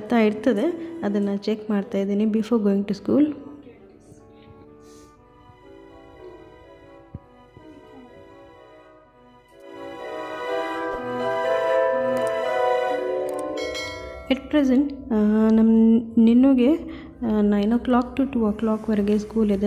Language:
Kannada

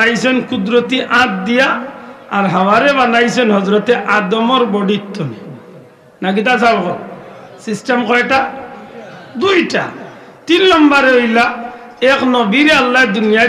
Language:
Sylheti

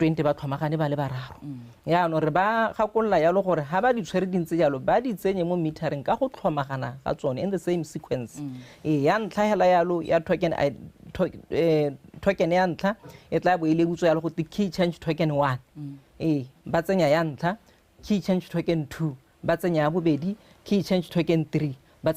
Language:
Tswana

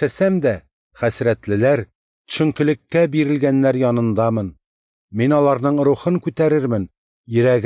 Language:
Tatar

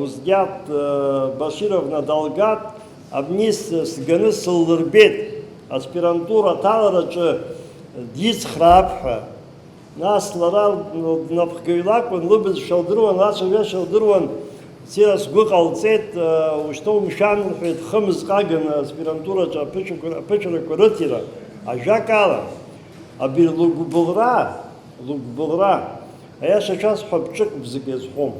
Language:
Abkhazian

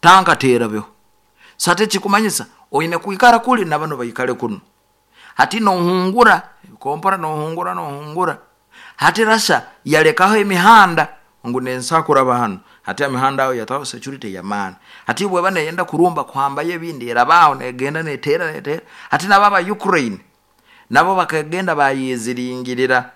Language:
Nyoro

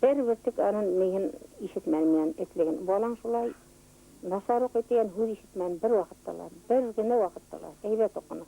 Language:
Bashkir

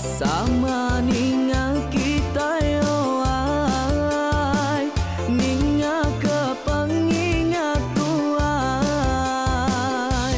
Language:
Iban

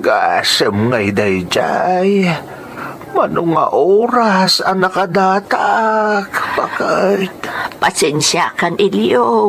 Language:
Iloko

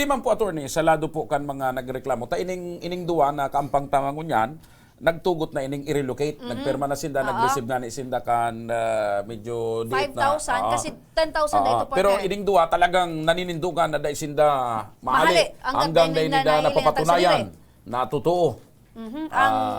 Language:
Bikol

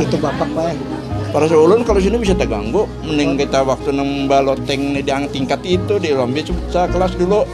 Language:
Banjar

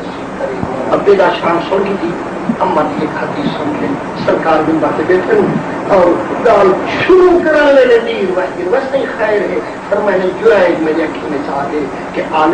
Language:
Saraiki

